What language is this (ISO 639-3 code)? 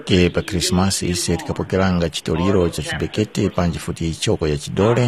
tum